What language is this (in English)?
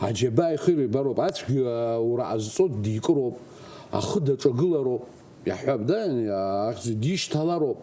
Abkhazian